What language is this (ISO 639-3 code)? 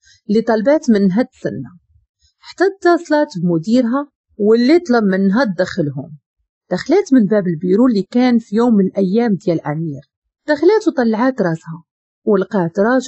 ary